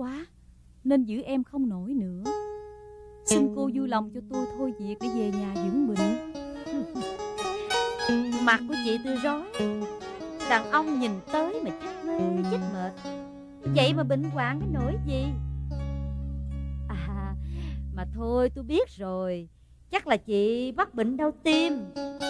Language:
Vietnamese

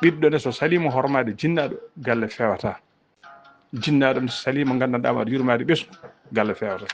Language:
Fula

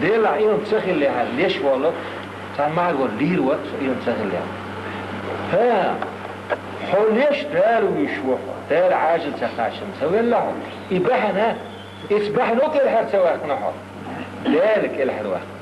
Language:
Chechen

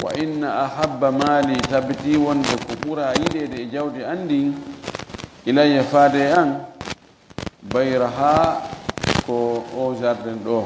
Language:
Fula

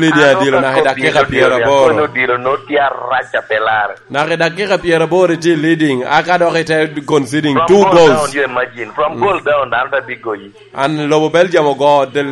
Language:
Lango (Uganda)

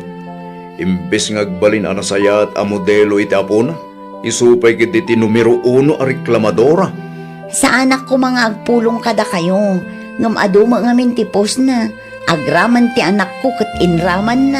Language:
Iloko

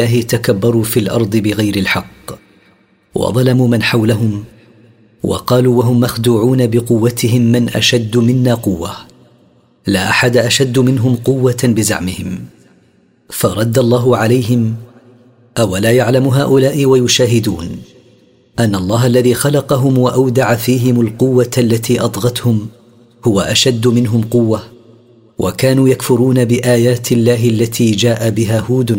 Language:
Arabic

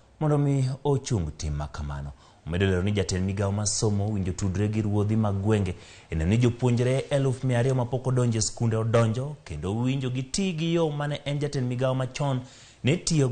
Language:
Luo (Kenya and Tanzania)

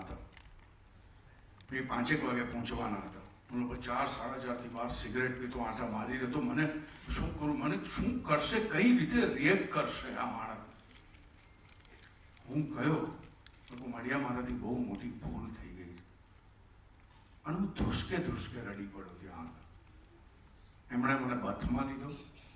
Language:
Gujarati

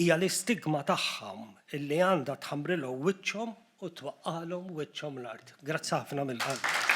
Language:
Maltese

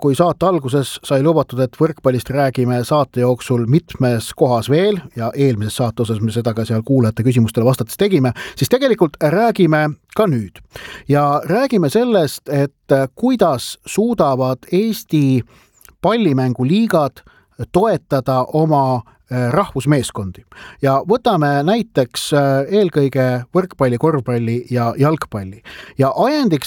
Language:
Estonian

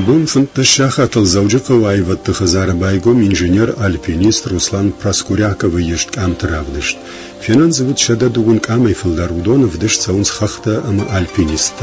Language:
Ossetic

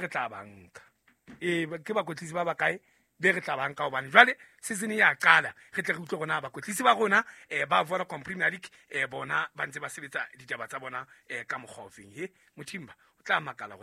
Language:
Southern Sotho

